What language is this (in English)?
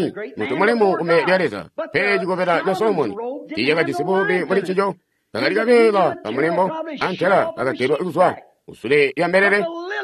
Tonga (Zambia)